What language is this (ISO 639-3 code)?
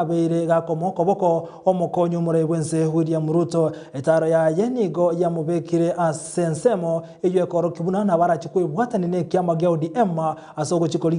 guz